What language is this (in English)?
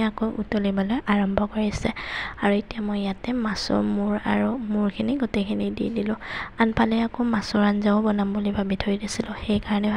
Assamese